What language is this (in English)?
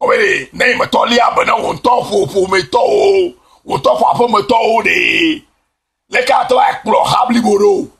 Ewe